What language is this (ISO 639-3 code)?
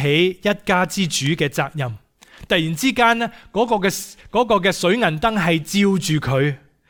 yue